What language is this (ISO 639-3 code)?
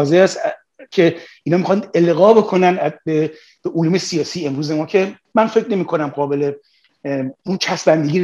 fas